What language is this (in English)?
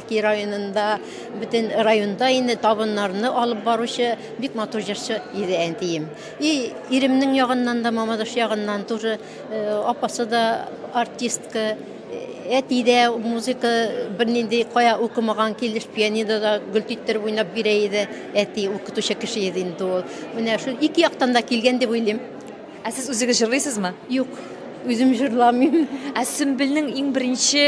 Tatar